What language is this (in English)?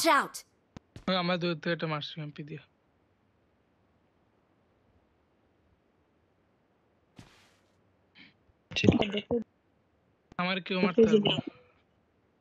Bangla